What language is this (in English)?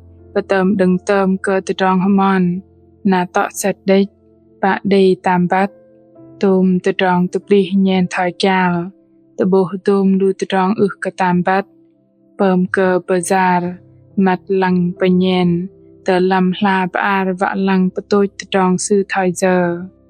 Bahnar